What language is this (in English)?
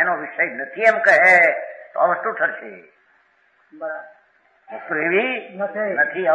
Gujarati